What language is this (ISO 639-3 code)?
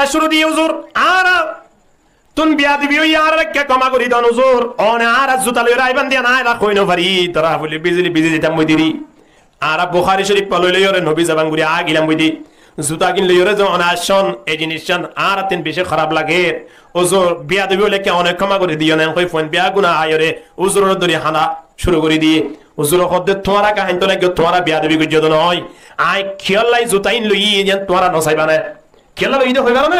rhg